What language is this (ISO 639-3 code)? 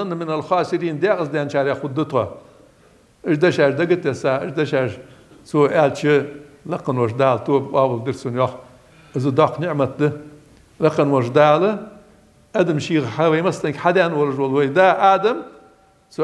inh